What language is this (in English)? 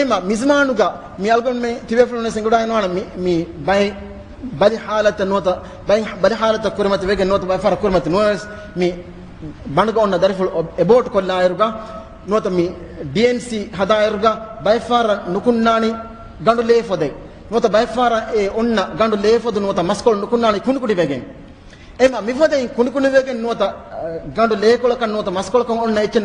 Divehi